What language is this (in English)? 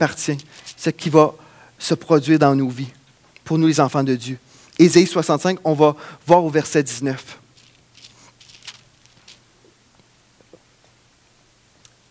French